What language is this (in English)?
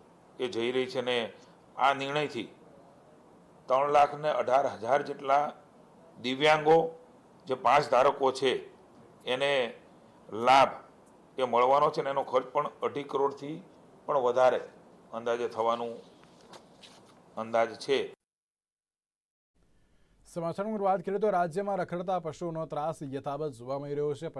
Gujarati